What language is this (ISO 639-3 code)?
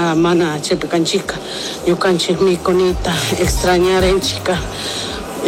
qug